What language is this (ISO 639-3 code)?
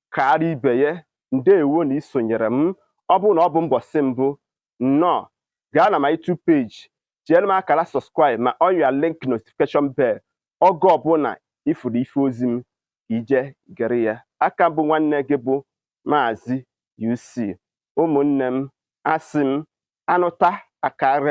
ibo